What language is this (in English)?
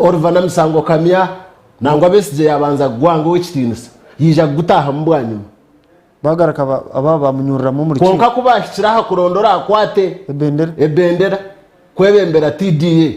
Nyankole